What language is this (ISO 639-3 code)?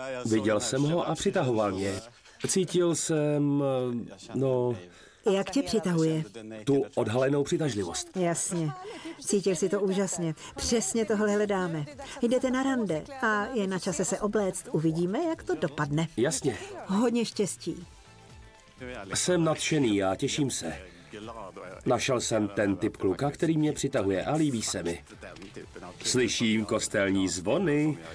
ces